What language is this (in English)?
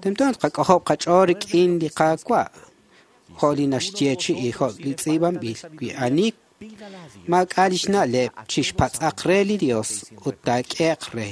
Kekchí